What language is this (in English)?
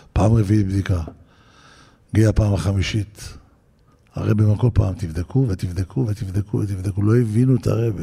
Hebrew